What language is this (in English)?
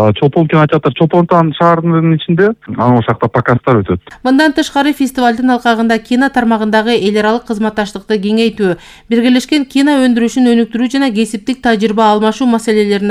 Kyrgyz